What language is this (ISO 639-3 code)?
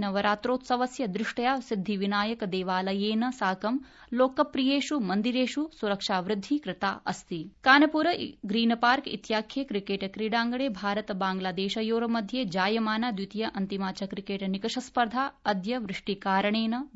san